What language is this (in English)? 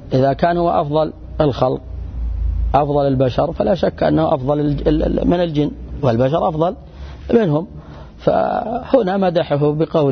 Arabic